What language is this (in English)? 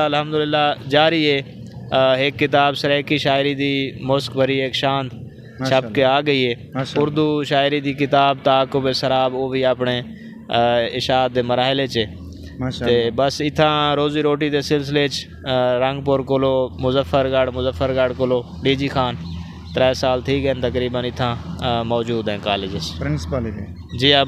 Saraiki